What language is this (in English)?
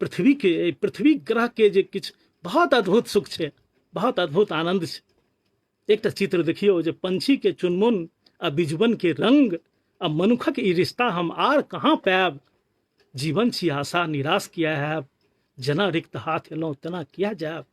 Maithili